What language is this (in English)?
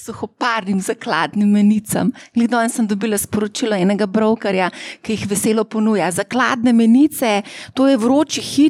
Slovenian